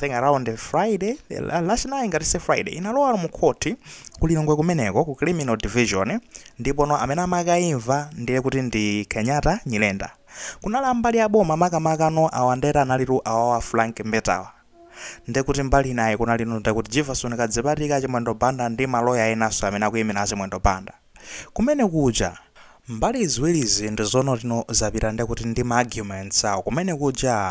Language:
Nyanja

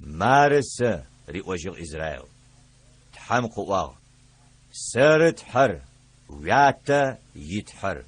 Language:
Adyghe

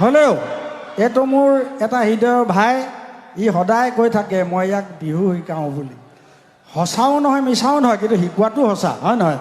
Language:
Assamese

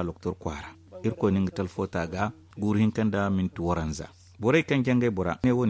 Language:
Zarma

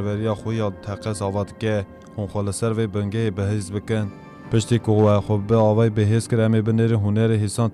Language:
Kurdish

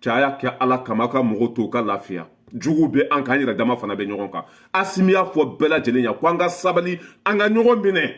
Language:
Bambara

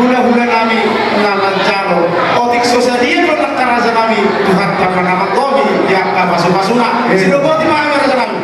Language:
Batak Toba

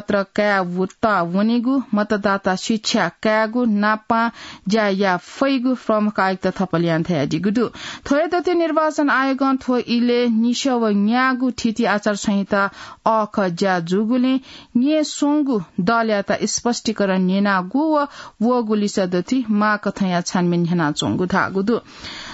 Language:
Newari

